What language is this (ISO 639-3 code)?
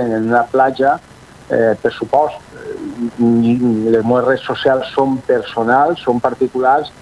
cat